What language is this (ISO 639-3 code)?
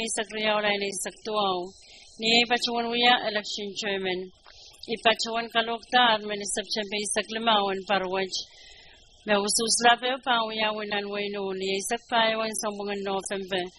pon